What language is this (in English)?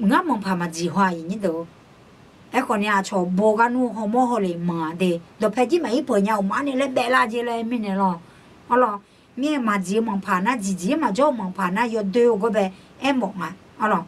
Akha